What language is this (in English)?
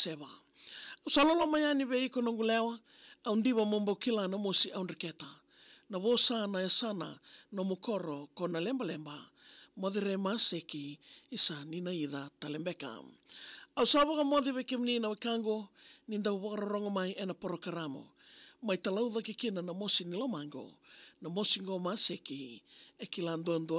Fijian